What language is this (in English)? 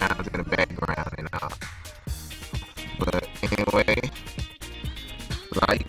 English